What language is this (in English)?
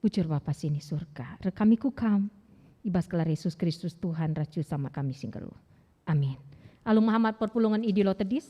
Batak Karo